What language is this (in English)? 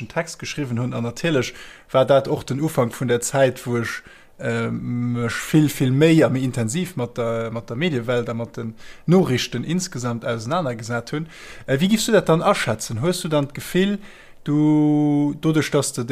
Luxembourgish